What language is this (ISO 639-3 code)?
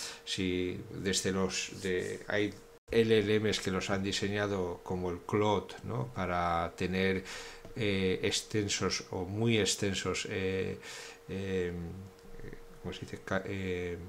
spa